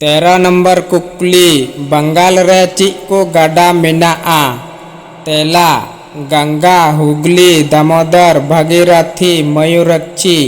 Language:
Santali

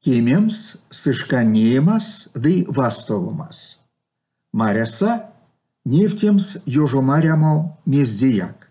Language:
Erzya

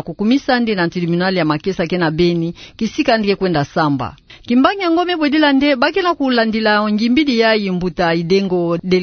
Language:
Kituba (Democratic Republic of Congo)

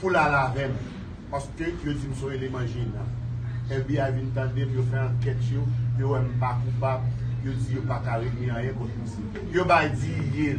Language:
Haitian Creole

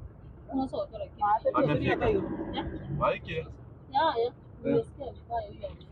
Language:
Swahili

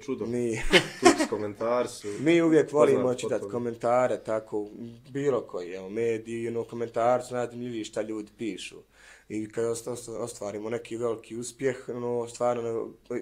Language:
Bosnian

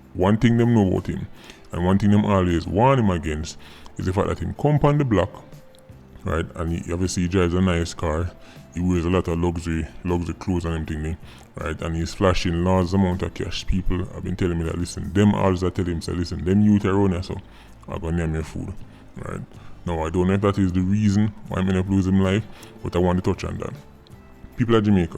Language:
Jamaican Creole English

